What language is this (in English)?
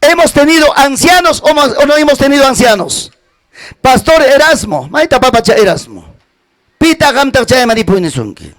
Ayacucho Quechua